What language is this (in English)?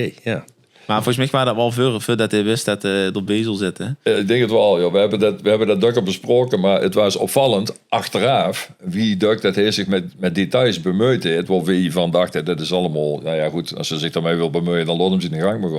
Limburgish